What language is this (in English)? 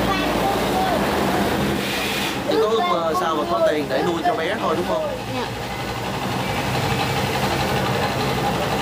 Vietnamese